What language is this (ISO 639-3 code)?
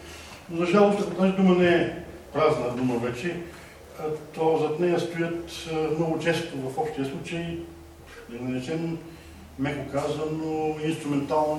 bul